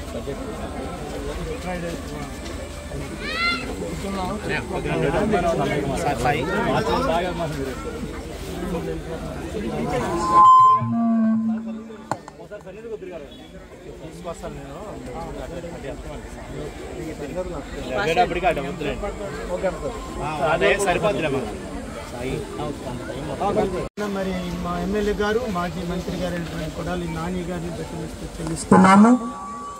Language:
Telugu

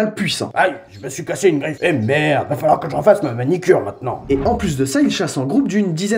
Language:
French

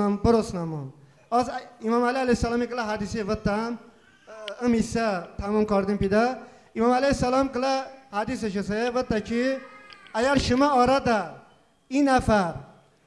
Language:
Talysh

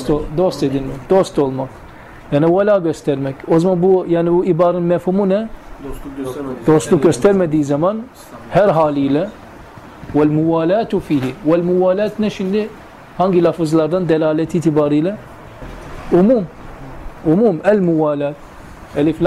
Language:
Turkish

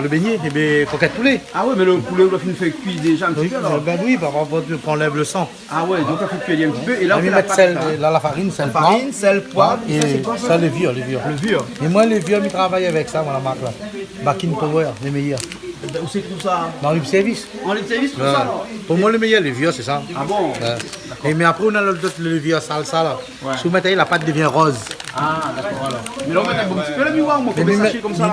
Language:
Réunion Creole French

